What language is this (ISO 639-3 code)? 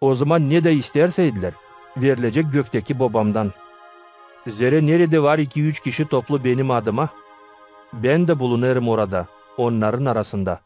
gag